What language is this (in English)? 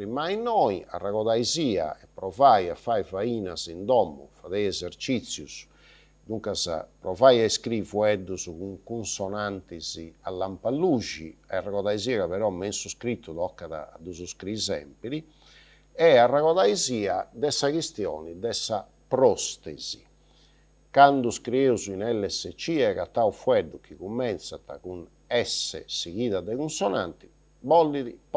Sardinian